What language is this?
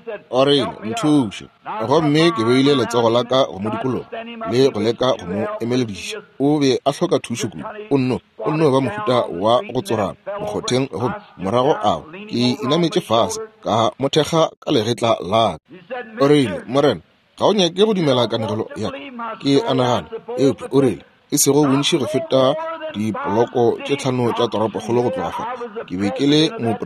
Northern Sotho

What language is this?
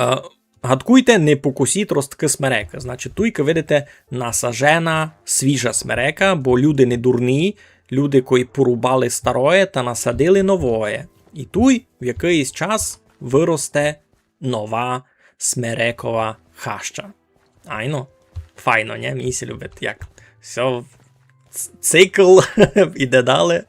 Rusyn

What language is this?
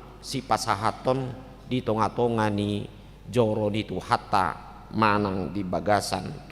Batak Toba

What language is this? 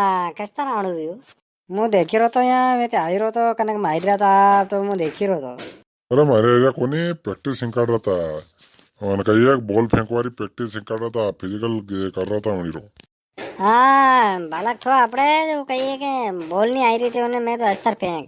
Rajasthani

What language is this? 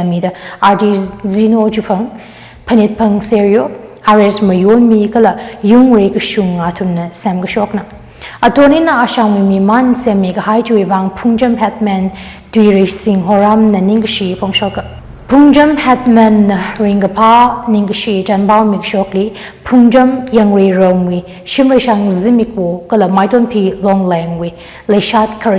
Tangkhul Naga (India)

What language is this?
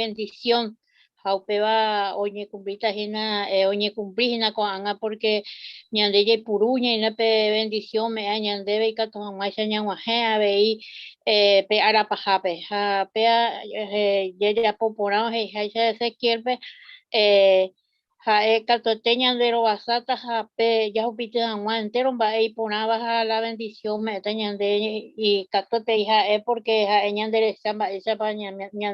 Guarani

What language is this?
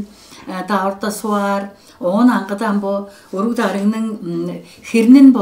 Tuvinian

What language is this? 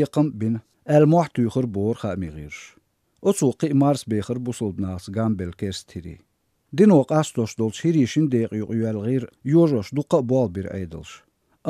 Chechen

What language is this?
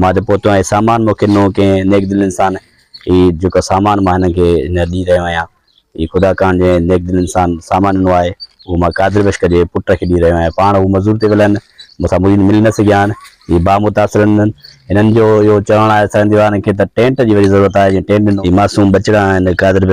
Sindhi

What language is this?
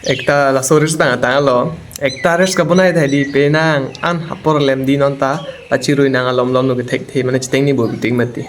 Karbi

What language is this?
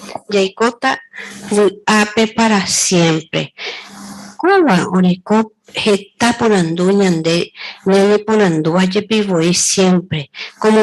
Guarani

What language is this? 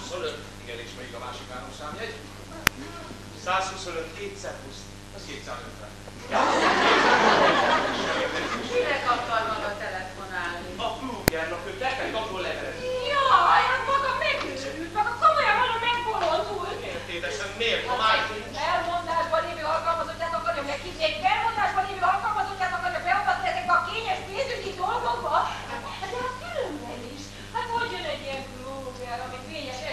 Hungarian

